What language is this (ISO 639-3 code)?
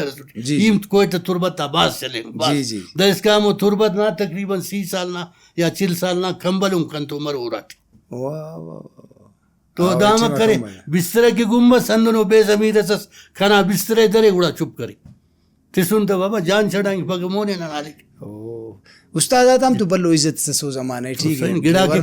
brh